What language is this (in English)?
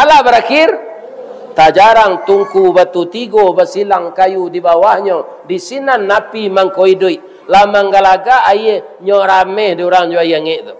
Minangkabau